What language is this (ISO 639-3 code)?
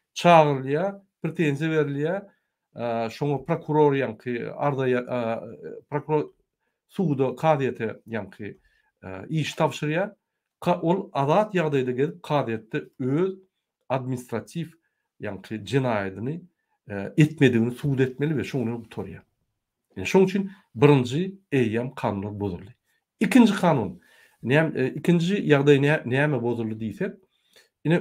tuk